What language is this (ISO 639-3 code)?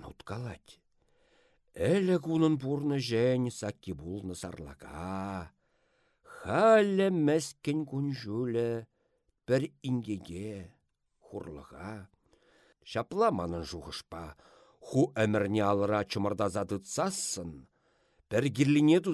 chv